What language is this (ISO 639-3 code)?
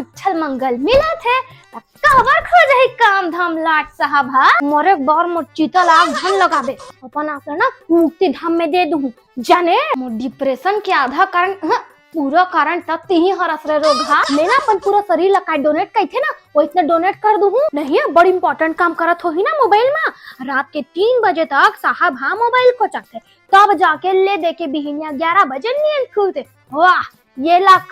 hne